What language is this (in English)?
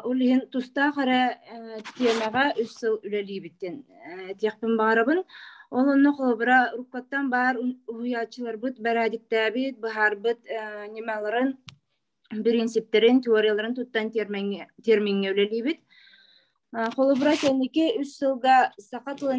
Yakut